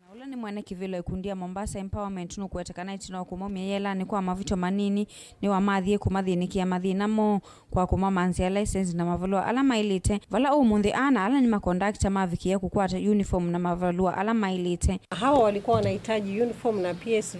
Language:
Kamba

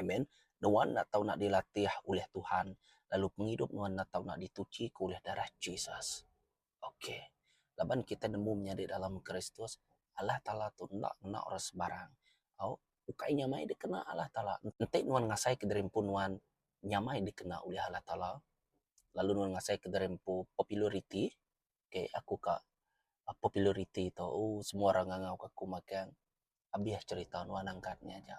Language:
Iban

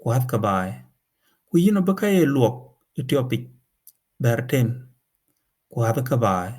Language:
Dinka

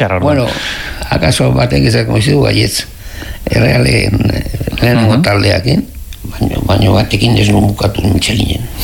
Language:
Basque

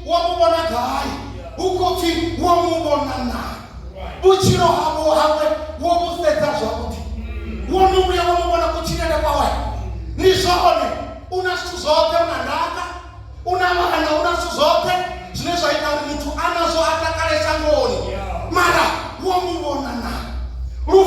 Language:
Venda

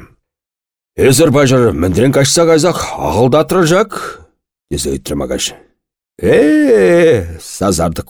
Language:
Chuvash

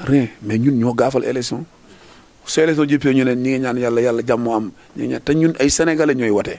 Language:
Wolof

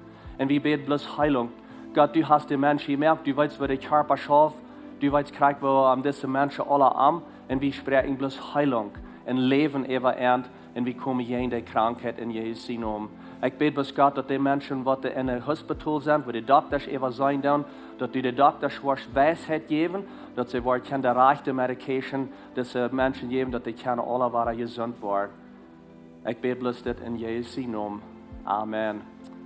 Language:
Plautdietsch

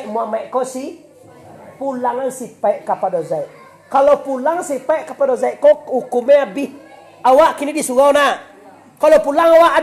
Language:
Minangkabau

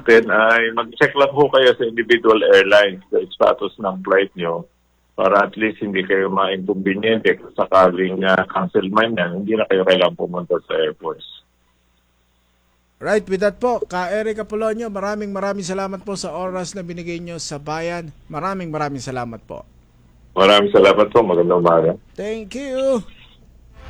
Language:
Filipino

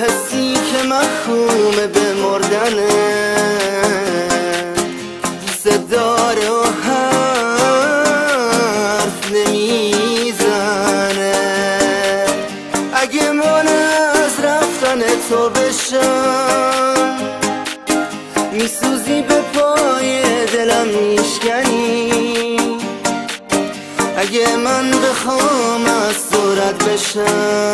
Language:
Persian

